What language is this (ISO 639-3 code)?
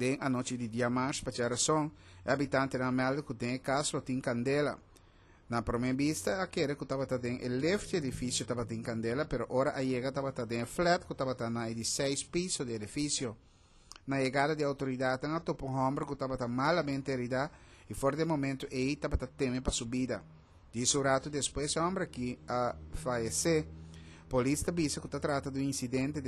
pap